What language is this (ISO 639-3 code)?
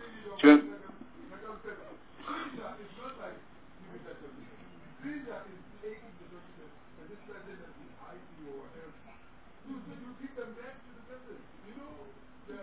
eng